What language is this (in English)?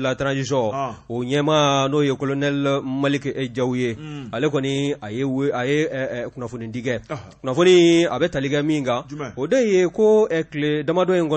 Bambara